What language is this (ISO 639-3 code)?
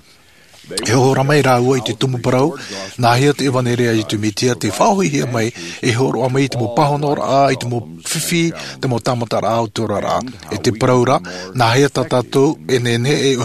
tah